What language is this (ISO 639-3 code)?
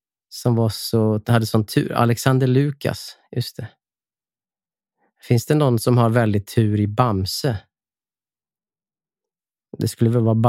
swe